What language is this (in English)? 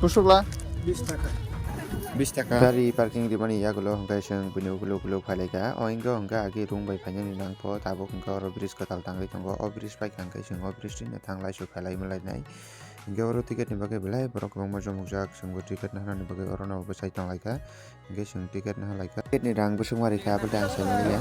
Kok Borok